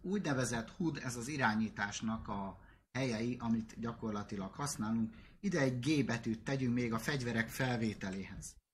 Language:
Hungarian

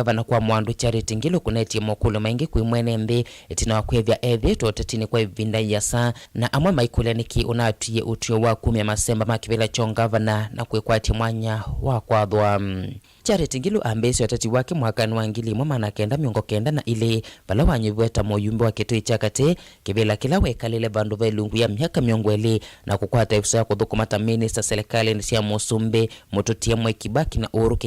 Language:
Kamba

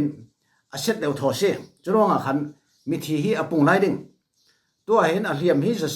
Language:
Falam Chin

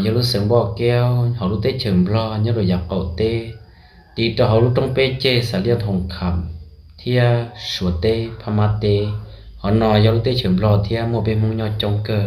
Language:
Hmong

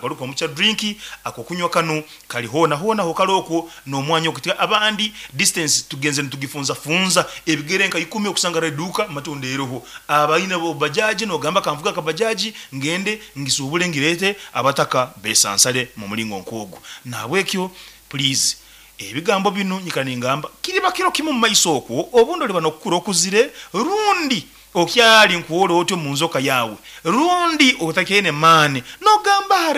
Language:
Nyoro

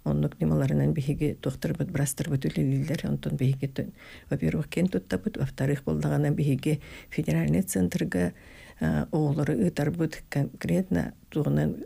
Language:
Yakut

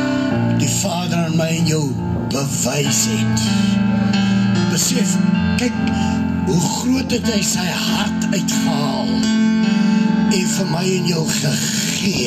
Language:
Afrikaans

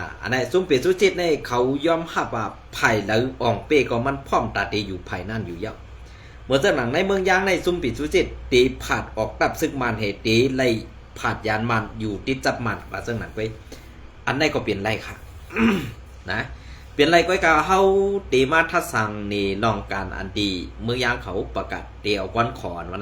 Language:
Shan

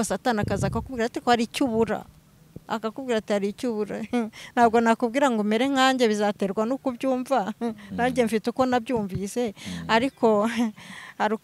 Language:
Kinyarwanda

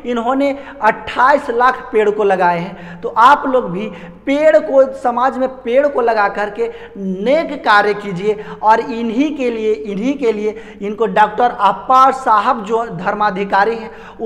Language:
Hindi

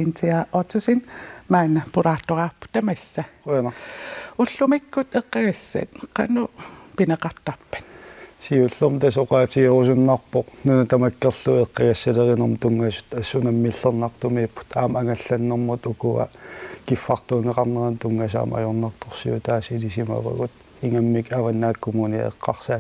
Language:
Kalaallisut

